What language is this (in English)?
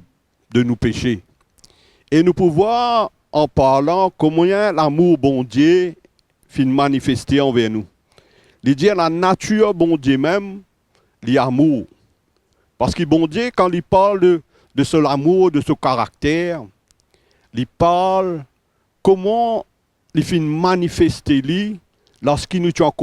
Morisyen